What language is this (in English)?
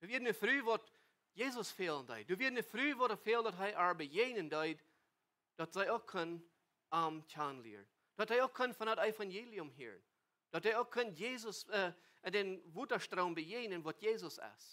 Plautdietsch